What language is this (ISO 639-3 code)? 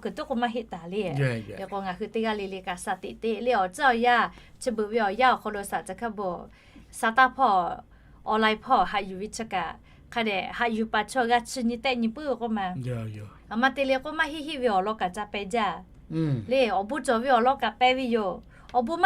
lhu